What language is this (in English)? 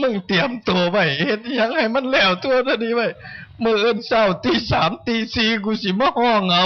Northeastern Thai